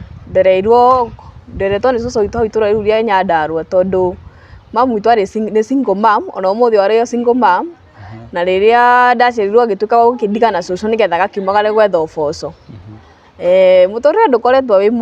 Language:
Kikuyu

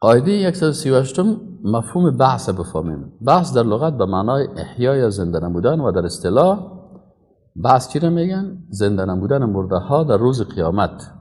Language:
Persian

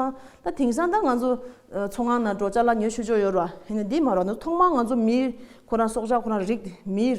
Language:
Tibetan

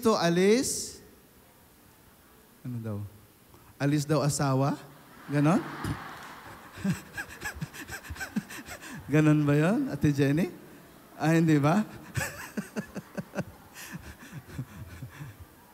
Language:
Filipino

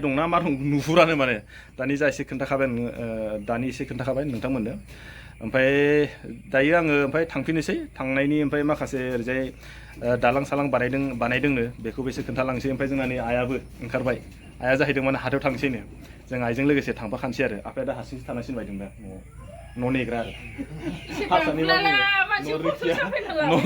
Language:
Bodo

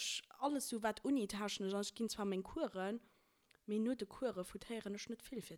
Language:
Luxembourgish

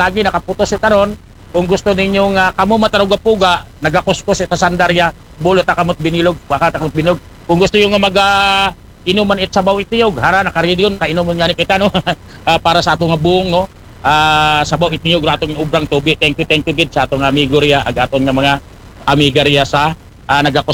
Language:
Aklanon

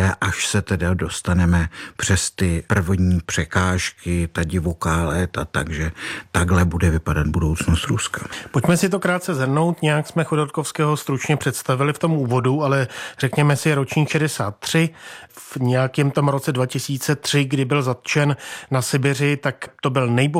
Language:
Czech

